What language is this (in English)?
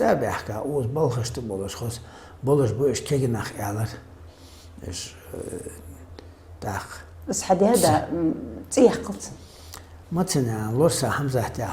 Ingush